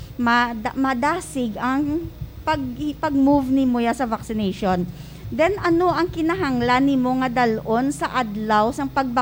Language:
Hiligaynon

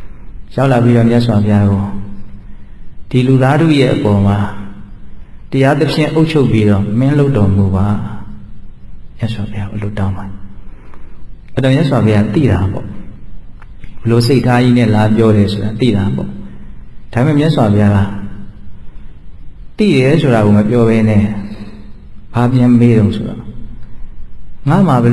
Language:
Burmese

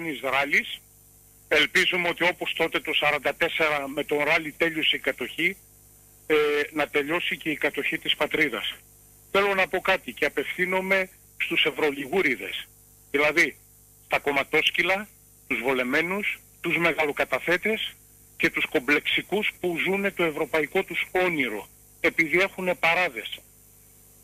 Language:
Greek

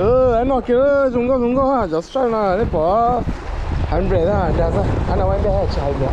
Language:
Hmong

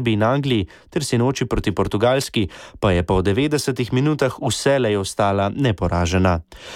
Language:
Slovenian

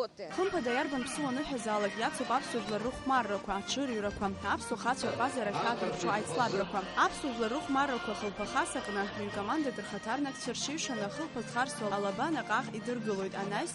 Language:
Abkhazian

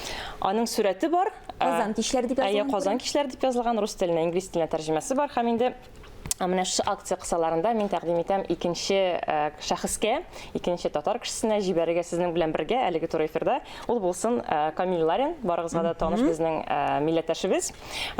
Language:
Tatar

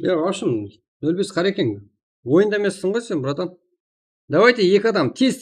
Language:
Kara-Kalpak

